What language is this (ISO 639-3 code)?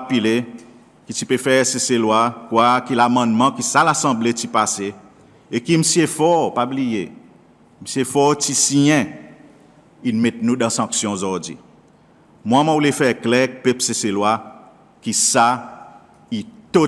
crs